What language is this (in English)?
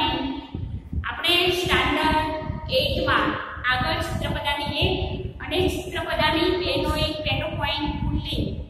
Gujarati